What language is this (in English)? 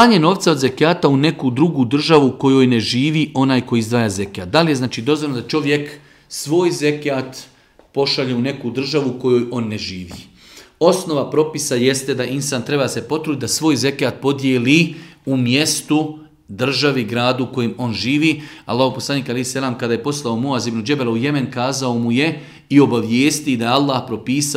Bosnian